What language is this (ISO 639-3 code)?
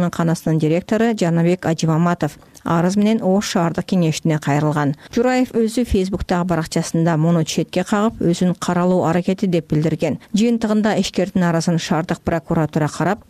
kir